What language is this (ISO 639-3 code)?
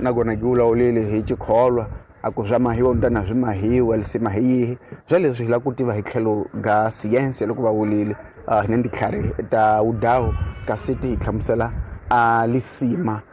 tso